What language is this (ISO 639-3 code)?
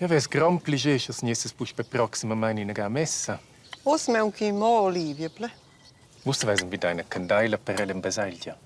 roh